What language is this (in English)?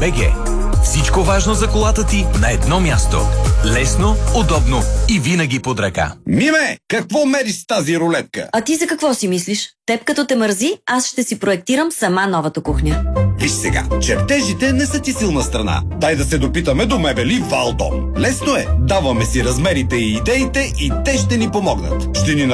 Bulgarian